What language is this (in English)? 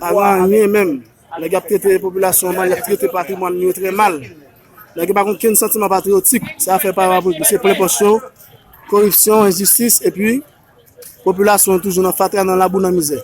Haitian Creole